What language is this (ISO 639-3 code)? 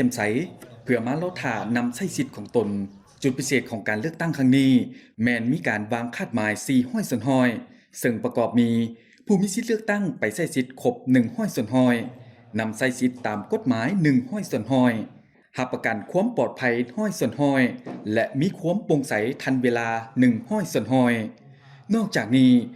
lao